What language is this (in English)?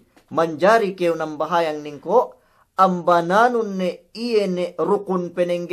Yakan